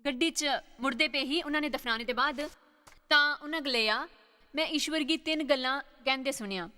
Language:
Dogri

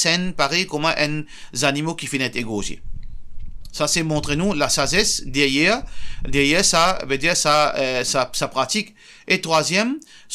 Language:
Morisyen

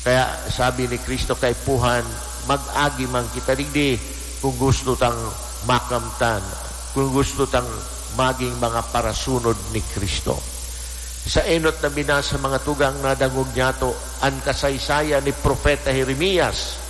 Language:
Bikol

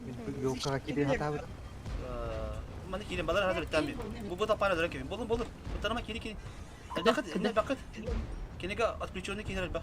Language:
Yakut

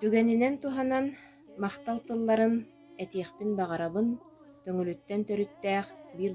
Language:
Yakut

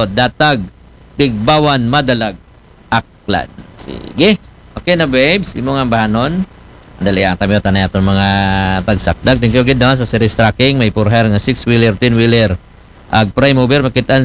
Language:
Aklanon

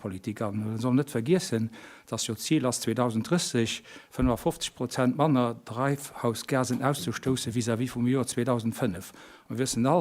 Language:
Luxembourgish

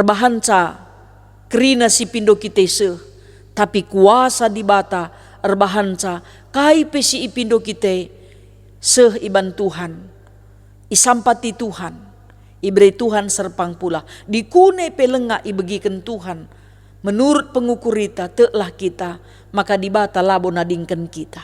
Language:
Batak Karo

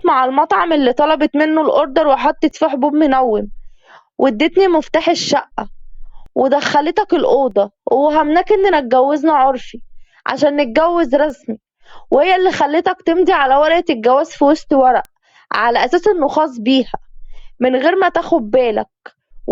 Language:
Egyptian Arabic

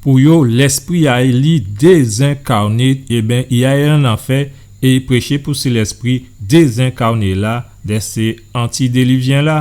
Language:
Guadeloupean Creole French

